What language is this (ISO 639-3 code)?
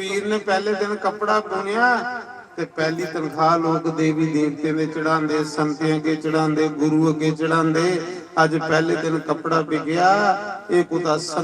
doi